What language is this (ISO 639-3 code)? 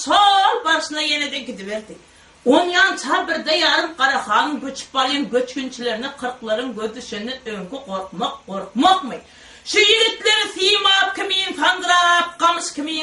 tuk